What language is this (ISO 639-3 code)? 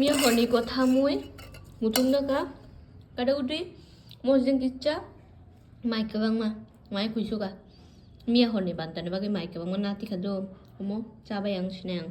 trp